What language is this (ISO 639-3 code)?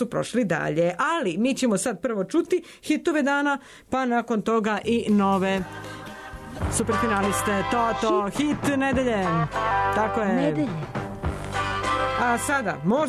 srp